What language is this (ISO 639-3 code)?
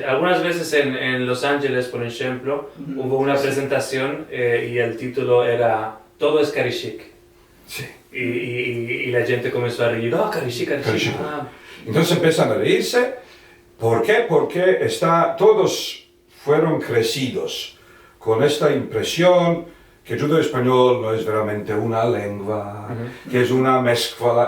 lad